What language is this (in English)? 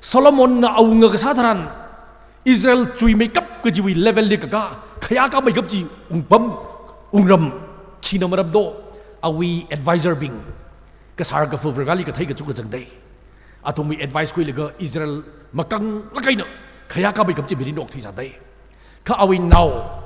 Tangkhul Naga (India)